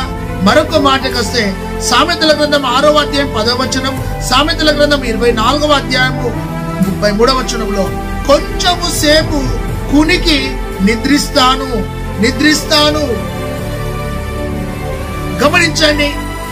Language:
Telugu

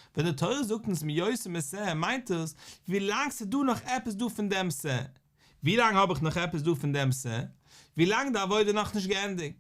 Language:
Yiddish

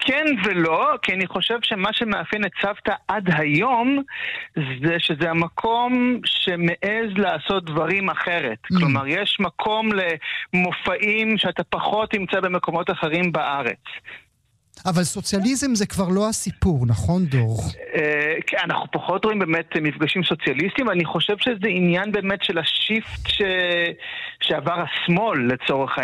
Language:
Hebrew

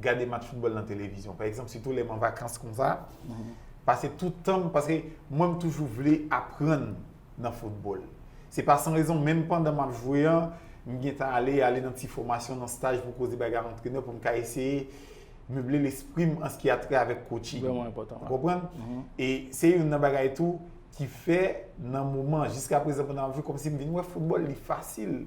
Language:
Haitian Creole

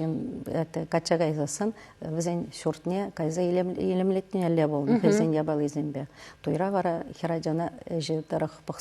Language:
Chuvash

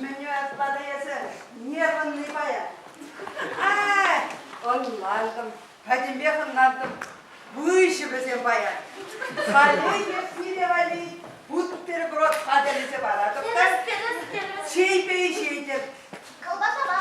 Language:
Chuvash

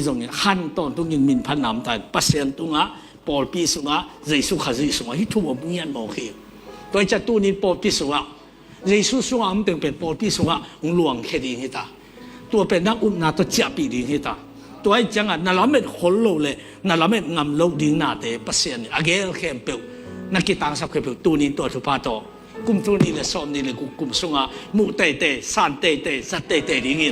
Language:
Tedim Chin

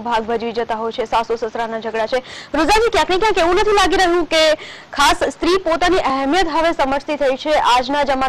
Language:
Gujarati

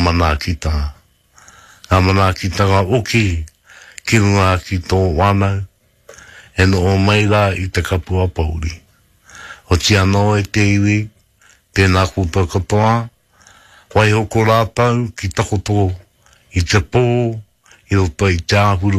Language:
Māori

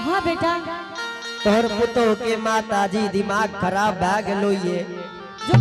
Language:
Angika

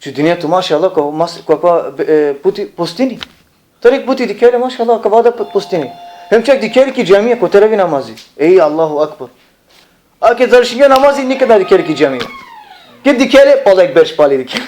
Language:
Balkan Romani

